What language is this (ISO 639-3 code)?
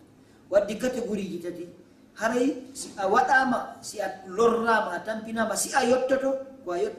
ful